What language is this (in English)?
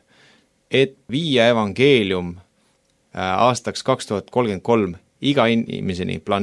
Estonian